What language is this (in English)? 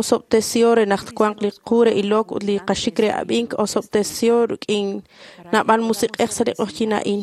Kekchí